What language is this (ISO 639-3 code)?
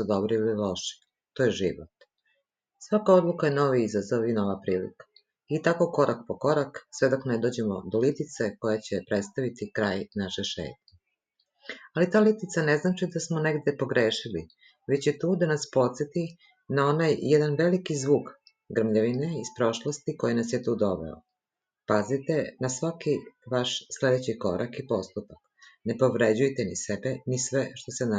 srp